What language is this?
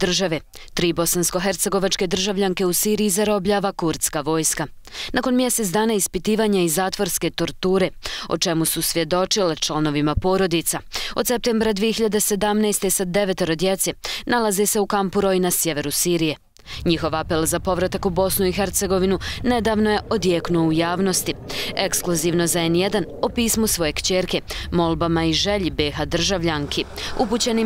Bosnian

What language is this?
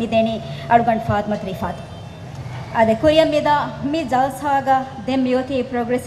Divehi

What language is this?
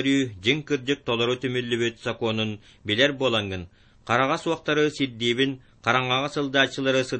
Yakut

